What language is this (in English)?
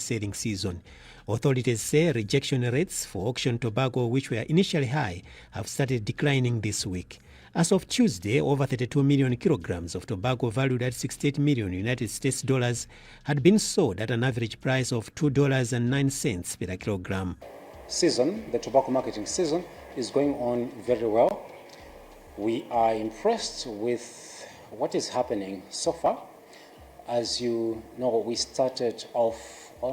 English